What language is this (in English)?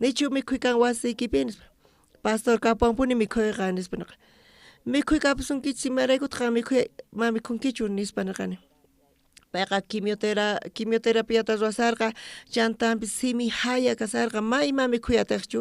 South Bolivian Quechua